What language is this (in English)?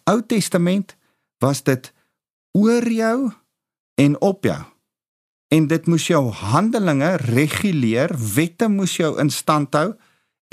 Afrikaans